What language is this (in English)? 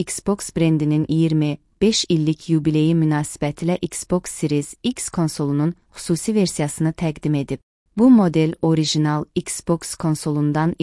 Azerbaijani